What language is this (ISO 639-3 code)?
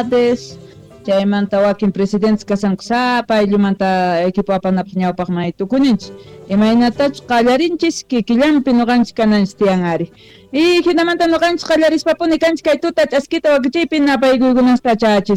quh